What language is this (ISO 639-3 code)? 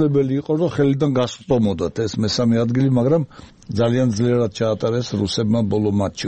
kat